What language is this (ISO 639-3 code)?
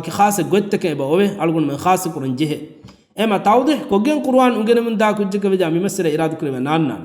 div